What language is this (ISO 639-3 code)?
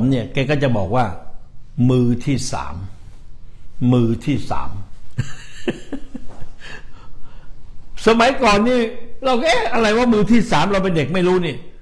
tha